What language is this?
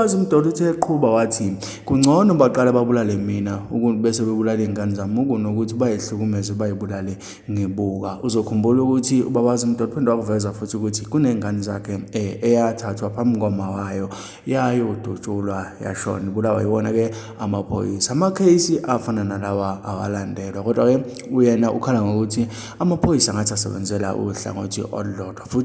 Zulu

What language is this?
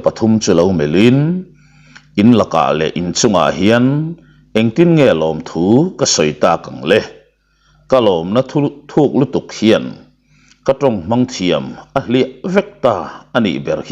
Mizo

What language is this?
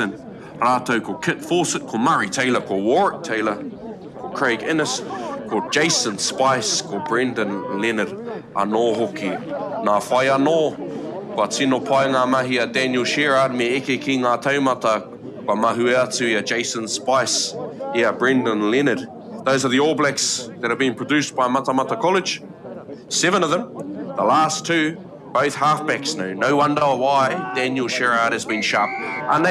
Māori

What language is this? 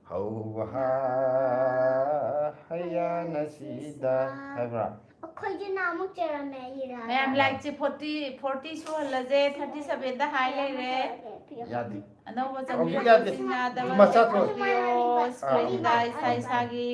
Manipuri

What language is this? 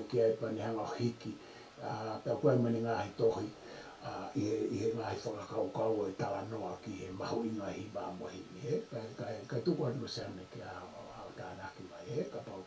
Tongan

